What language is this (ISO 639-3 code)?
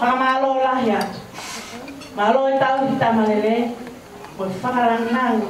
ton